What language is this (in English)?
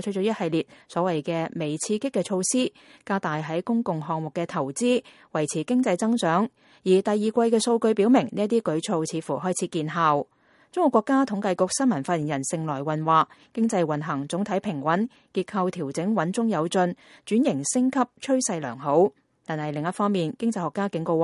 Cantonese